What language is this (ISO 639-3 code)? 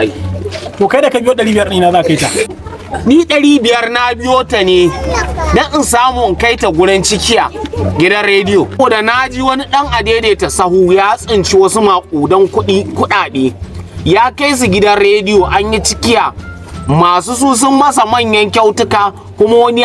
hau